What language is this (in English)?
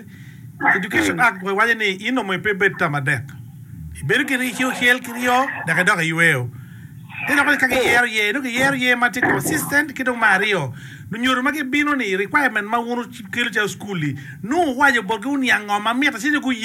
Acoli